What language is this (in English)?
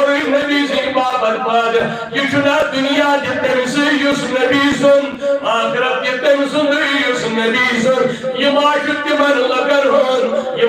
Kashmiri